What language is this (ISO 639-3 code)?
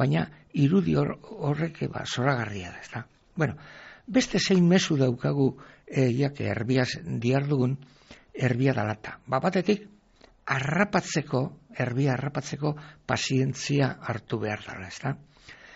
eus